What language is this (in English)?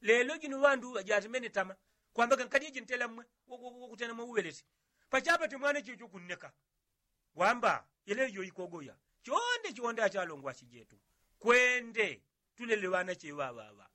Yao